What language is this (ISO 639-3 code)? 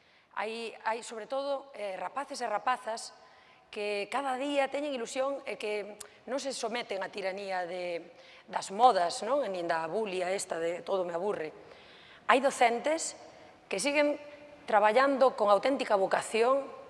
glg